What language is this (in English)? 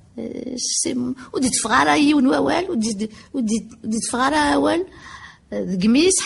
Kabyle